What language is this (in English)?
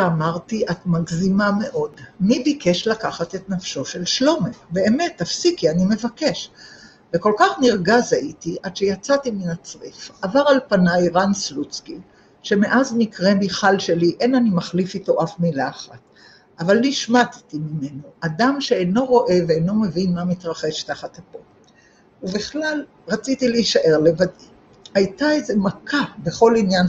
Hebrew